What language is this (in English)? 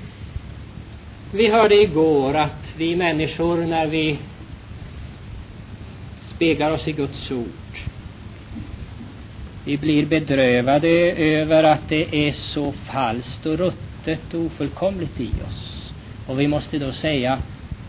Swedish